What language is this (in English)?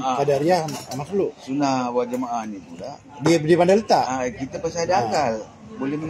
Malay